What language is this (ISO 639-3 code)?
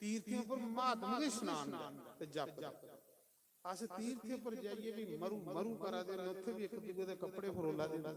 doi